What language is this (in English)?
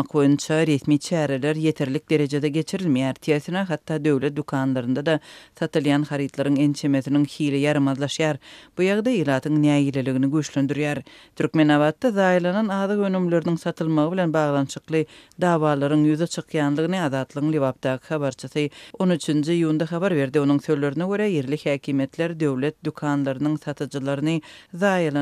Turkmen